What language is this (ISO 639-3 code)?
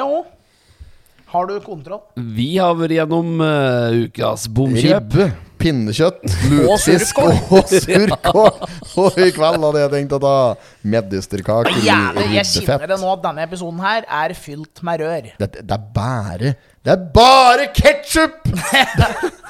nor